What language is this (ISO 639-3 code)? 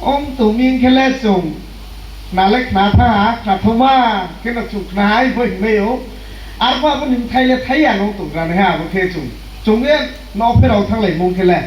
ria